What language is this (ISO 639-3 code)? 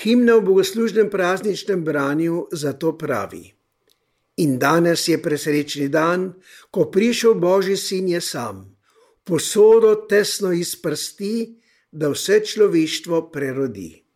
slv